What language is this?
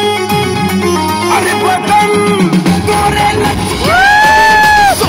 Bhojpuri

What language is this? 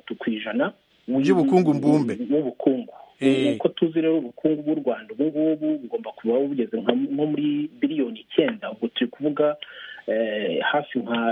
Kinyarwanda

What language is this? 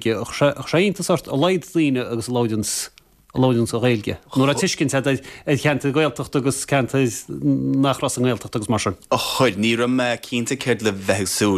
Irish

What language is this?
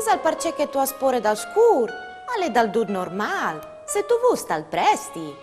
Friulian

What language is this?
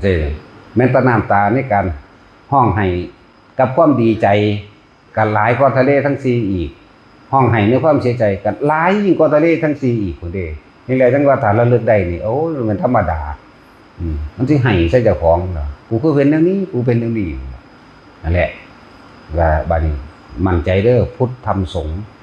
Northeastern Thai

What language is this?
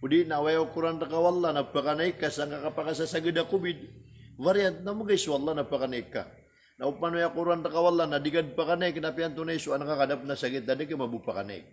Maranao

